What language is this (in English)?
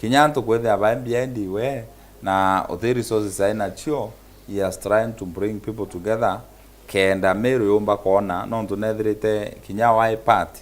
Meru